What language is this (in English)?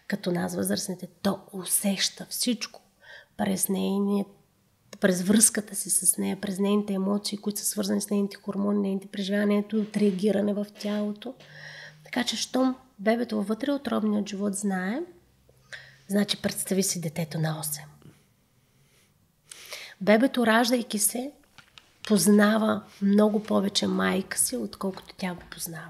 Bulgarian